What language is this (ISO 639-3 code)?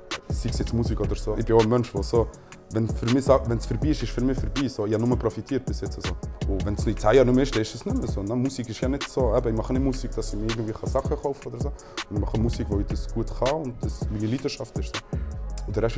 gsw